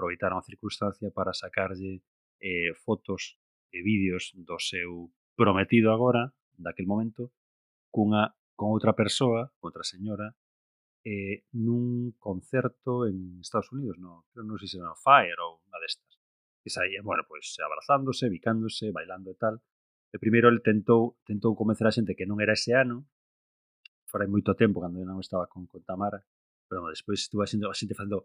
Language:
Galician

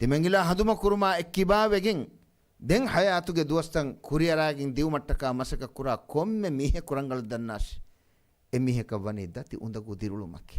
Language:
Divehi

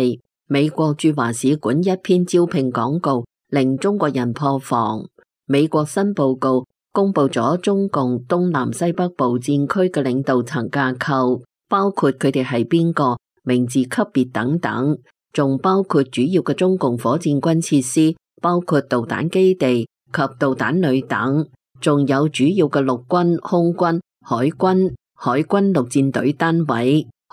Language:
Cantonese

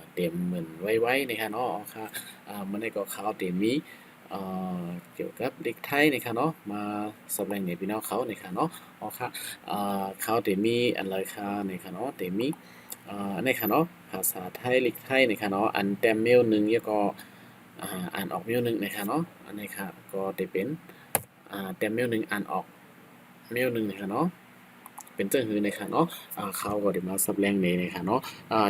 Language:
Shan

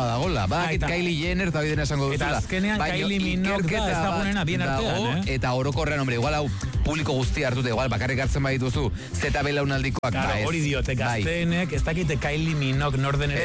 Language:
Basque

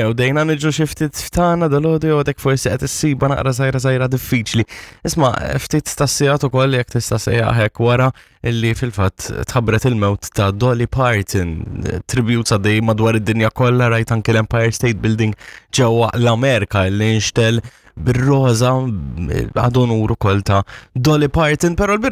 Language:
Maltese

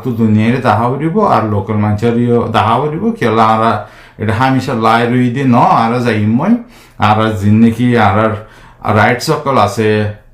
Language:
Rohingya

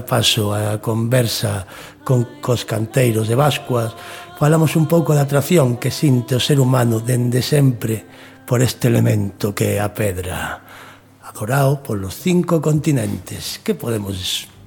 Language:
Galician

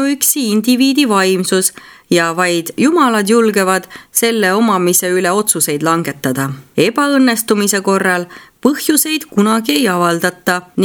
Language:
Estonian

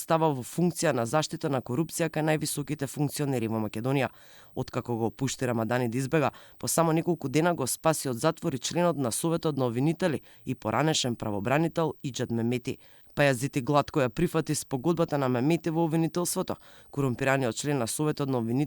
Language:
Macedonian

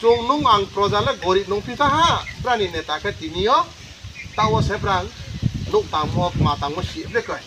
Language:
Riang (India)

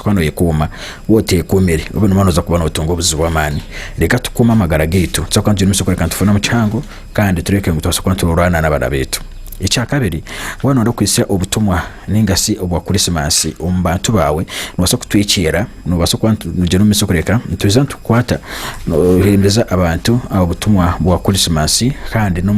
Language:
Nyankole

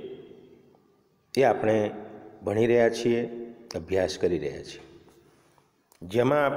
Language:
Gujarati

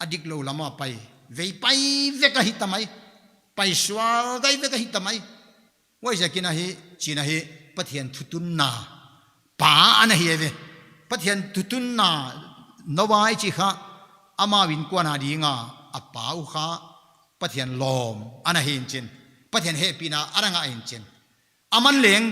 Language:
Paite Chin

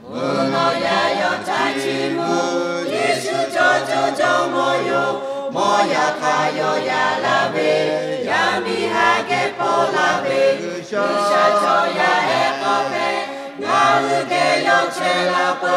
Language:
Lahu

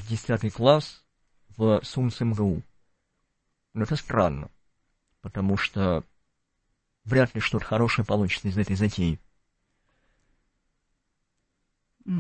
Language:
Russian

